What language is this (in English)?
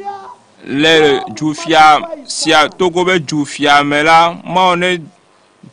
Ewe